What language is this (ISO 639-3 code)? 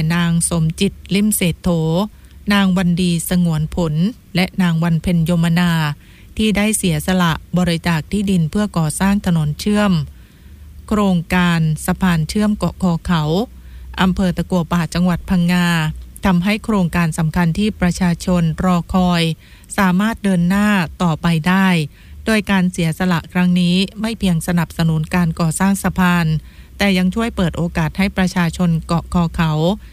tha